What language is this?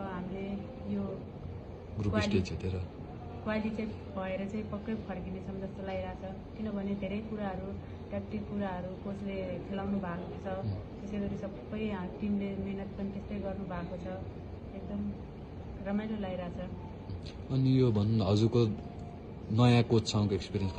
Nepali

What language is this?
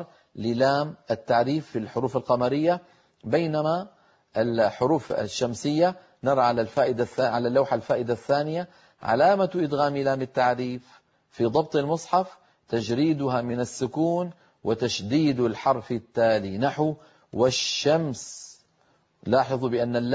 Arabic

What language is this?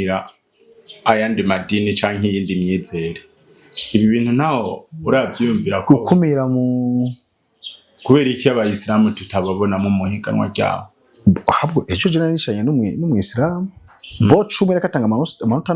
Rundi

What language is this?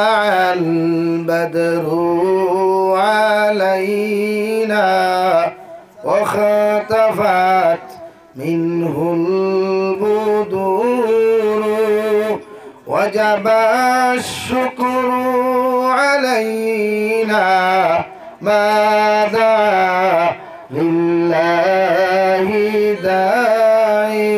Sylheti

